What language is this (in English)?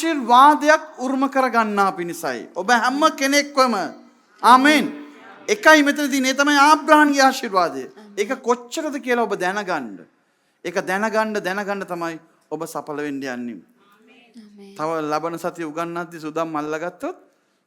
Sinhala